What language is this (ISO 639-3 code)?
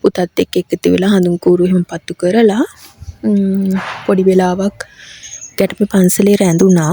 sin